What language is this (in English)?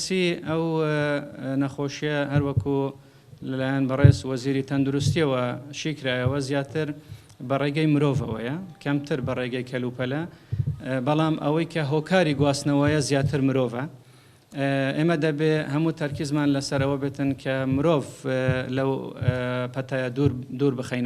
Central Kurdish